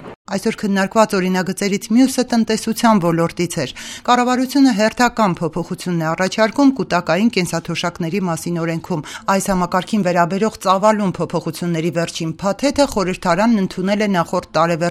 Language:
Armenian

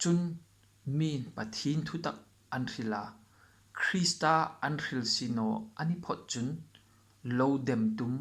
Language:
Hmar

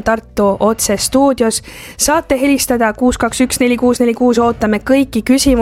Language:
Estonian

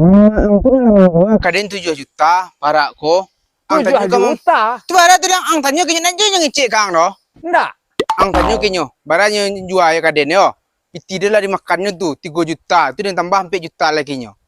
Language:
Minangkabau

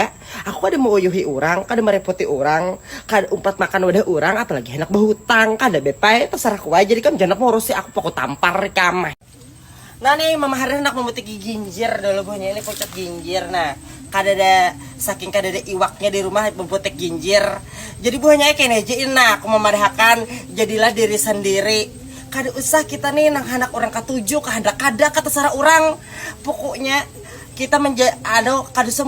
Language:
Banjar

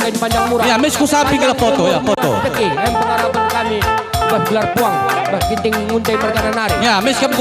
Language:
Batak Karo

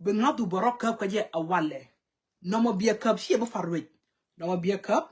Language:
Nuer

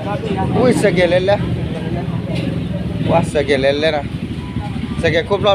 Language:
S'gaw Karen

